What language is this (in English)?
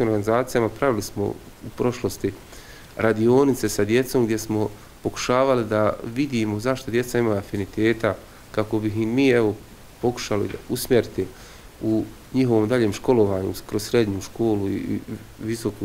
Bosnian